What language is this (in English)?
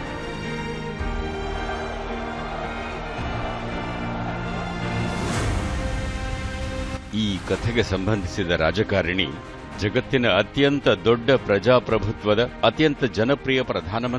Kannada